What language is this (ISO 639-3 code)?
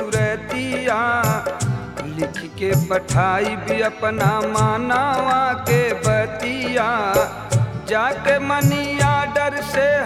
bho